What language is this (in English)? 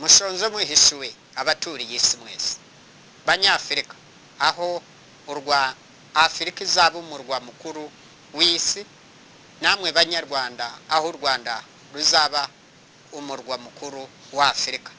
Kinyarwanda